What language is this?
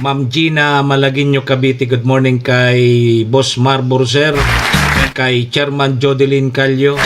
Bikol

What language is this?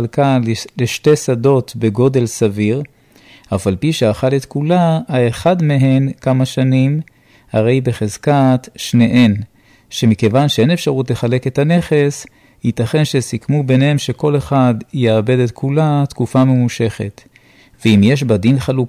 Hebrew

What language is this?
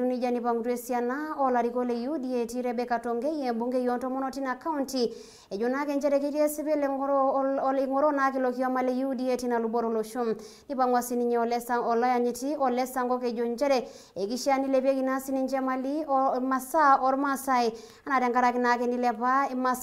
Masai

